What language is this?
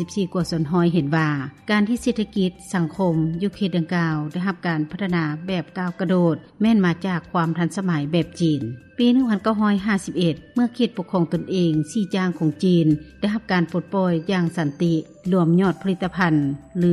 Lao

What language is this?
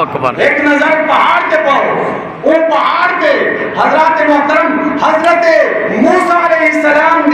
Saraiki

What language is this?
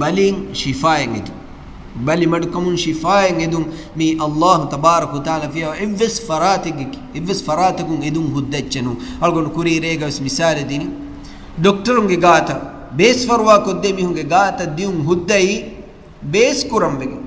Divehi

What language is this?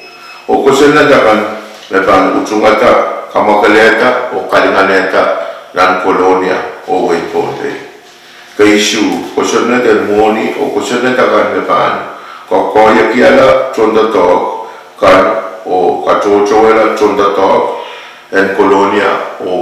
Pohnpeian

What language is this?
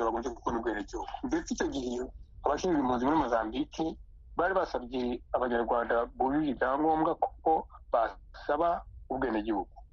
Kinyarwanda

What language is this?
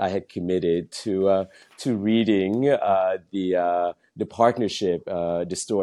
English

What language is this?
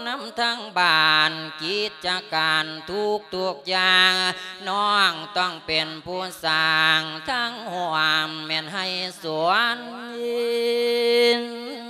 Lao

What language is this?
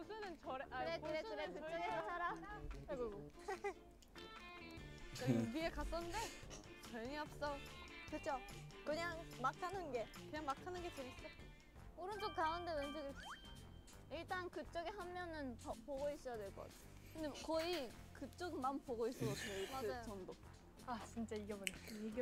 Korean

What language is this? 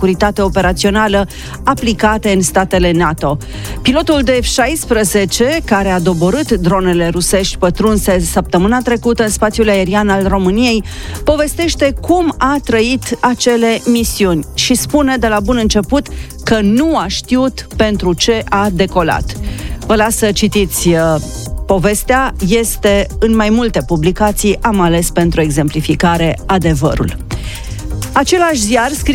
Romanian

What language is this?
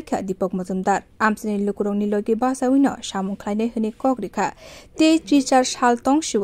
Kok Borok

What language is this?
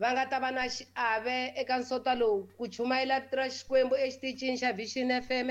Tsonga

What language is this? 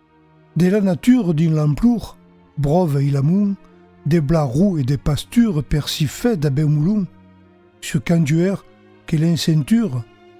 Occitan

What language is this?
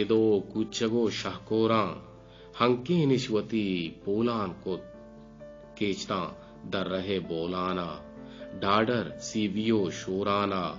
Eastern Balochi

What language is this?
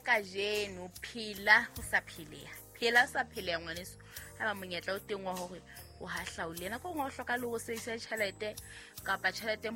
Southern Sotho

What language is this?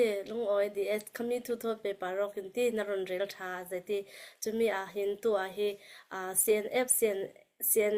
Falam Chin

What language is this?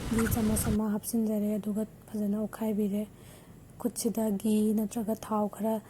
Manipuri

